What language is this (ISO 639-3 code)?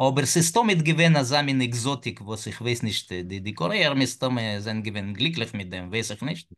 yid